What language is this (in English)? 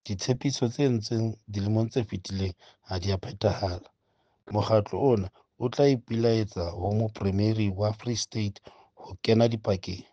Southern Sotho